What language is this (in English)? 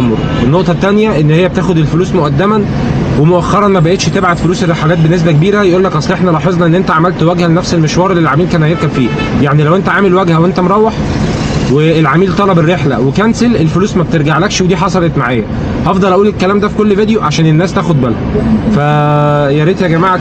Egyptian Arabic